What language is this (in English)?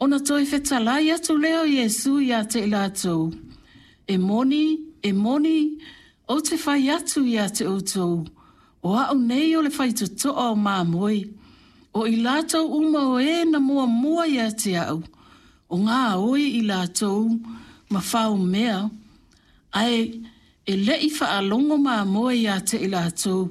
Samoan